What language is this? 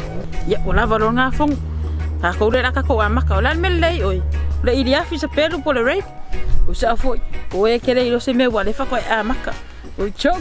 Samoan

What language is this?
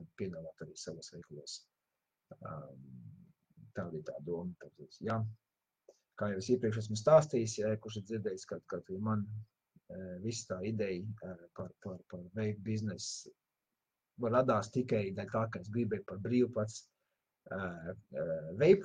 Latvian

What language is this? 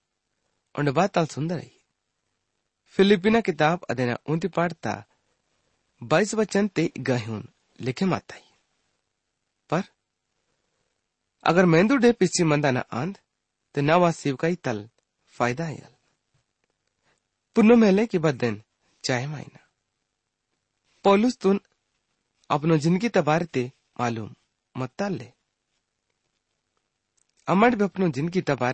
Gondi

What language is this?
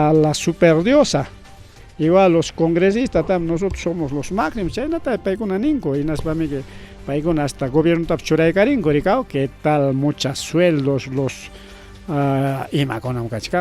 Ayacucho Quechua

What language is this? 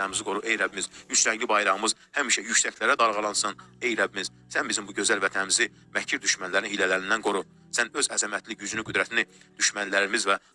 Azerbaijani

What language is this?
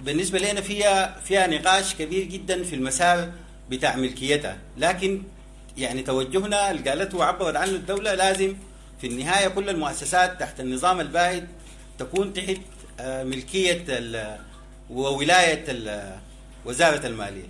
Sudanese Arabic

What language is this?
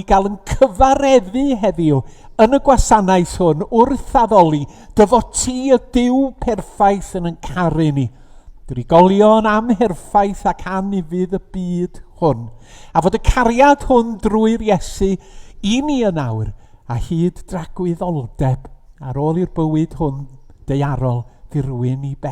Welsh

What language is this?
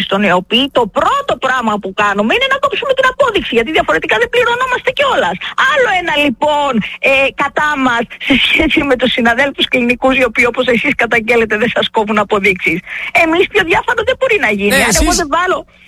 Greek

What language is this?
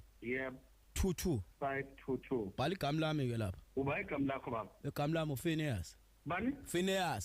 Zulu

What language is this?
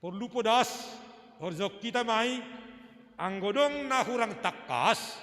Batak Simalungun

